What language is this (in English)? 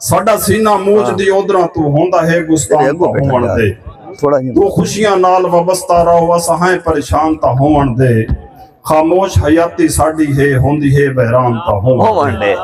Saraiki